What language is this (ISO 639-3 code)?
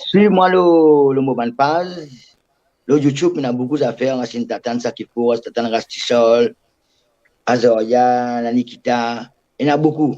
mfe